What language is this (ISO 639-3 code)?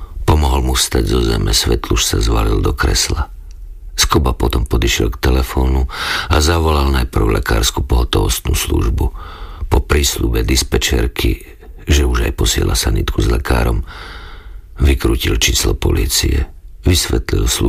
slk